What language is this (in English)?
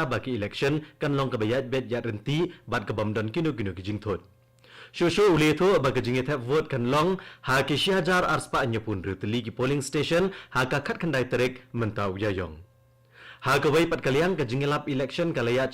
Khasi